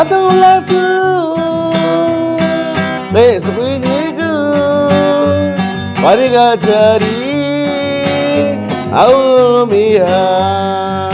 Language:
Poqomchi'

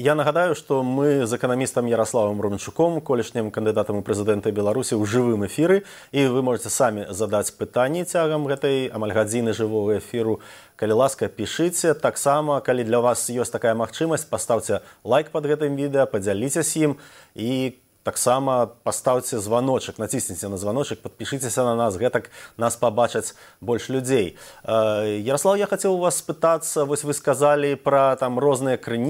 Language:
Belarusian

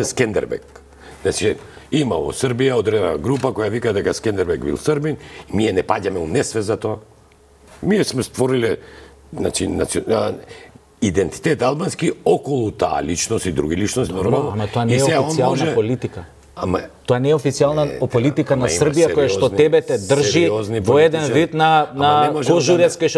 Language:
Macedonian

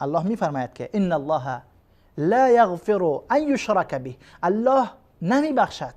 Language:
Persian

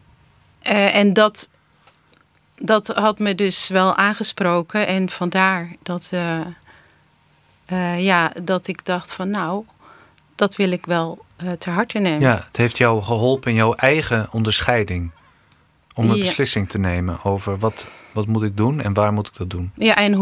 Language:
Dutch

